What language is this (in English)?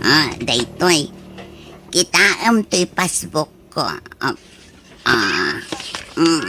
Iloko